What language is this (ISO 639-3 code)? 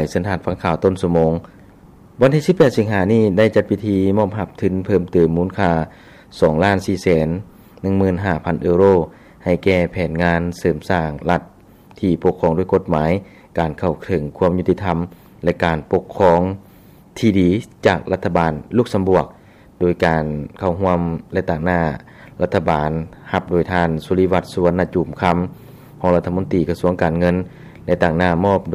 lao